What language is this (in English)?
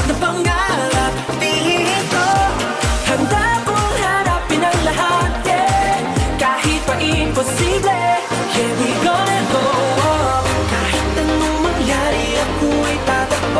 Filipino